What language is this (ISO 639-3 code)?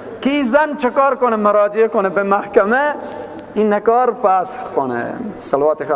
fas